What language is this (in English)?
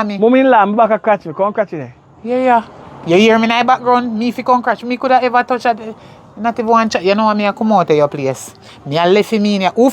Jamaican Creole English